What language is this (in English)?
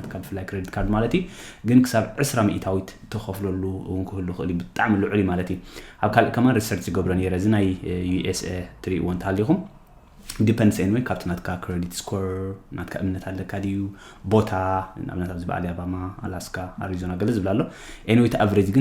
Tigrinya